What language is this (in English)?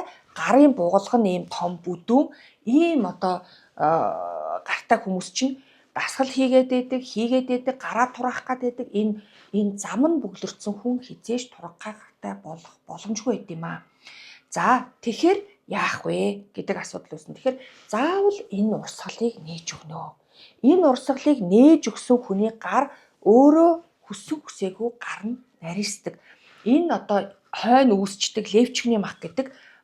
Mongolian